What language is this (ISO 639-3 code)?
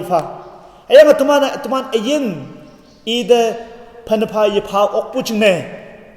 nbe